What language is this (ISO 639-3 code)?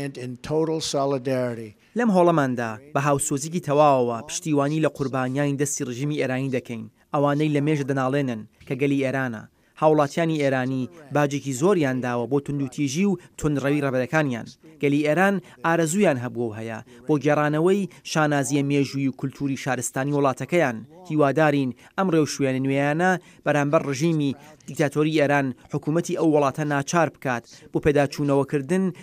ckb